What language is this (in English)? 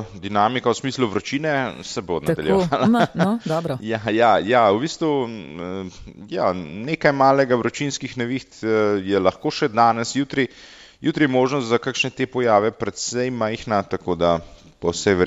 Slovenian